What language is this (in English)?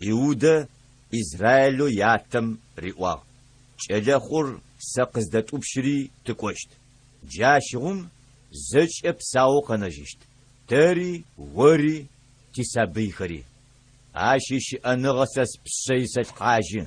Adyghe